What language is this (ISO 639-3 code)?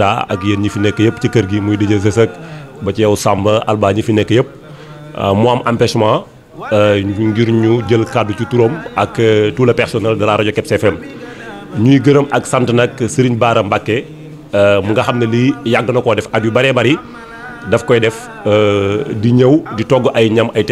wol